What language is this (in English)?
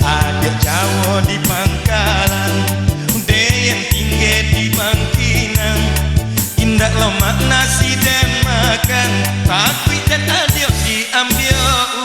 Minangkabau